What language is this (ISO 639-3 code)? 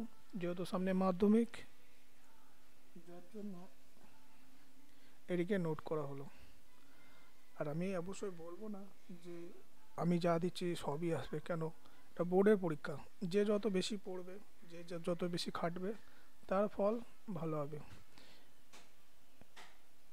ben